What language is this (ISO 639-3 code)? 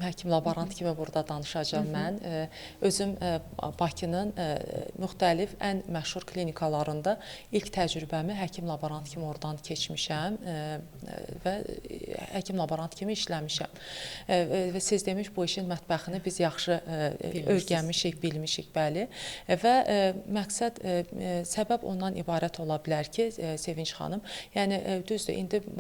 aze